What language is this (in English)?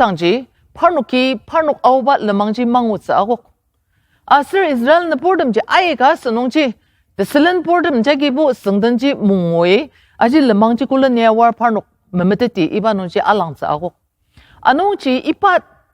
Ao Naga